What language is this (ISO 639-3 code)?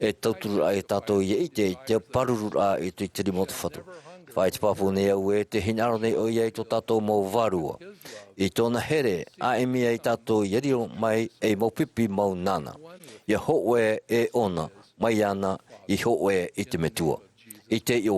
tah